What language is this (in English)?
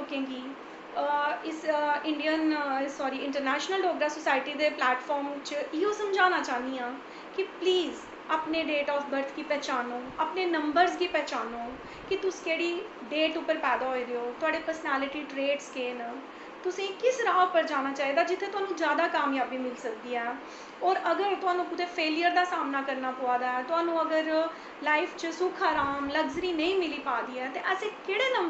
Dogri